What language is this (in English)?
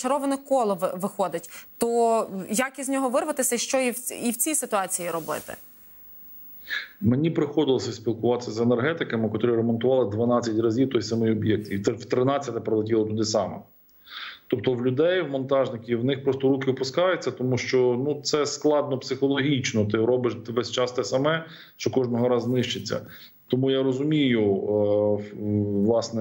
Ukrainian